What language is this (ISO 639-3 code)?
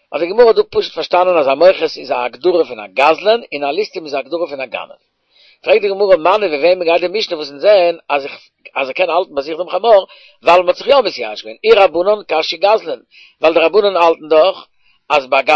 yid